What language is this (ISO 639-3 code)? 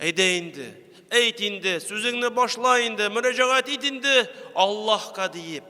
tat